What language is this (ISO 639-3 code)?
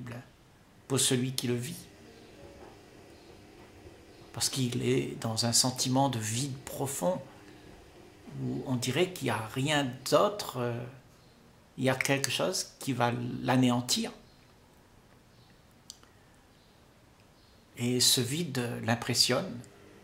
fra